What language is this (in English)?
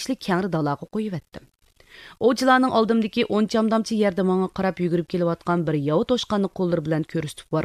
Uyghur